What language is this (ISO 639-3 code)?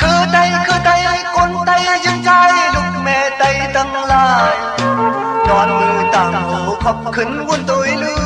shn